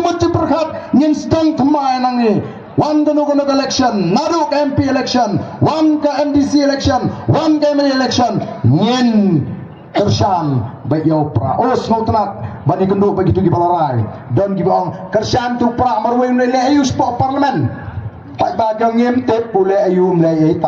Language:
Khasi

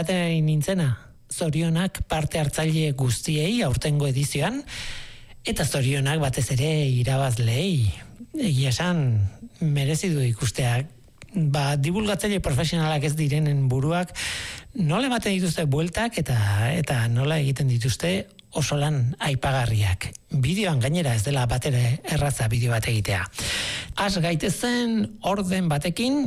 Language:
Basque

